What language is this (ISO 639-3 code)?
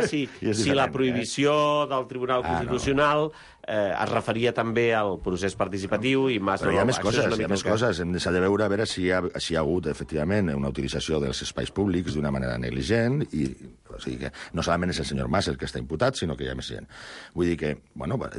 cat